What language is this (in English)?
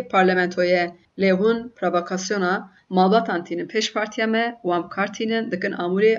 Kurdish